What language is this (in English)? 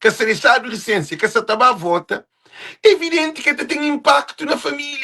Kabuverdianu